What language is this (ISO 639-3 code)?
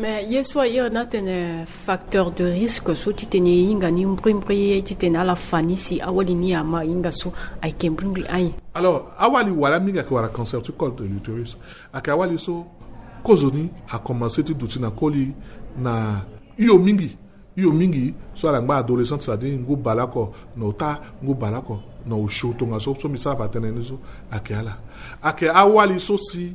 sag